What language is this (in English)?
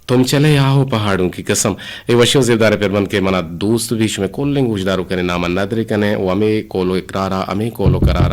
Eastern Balochi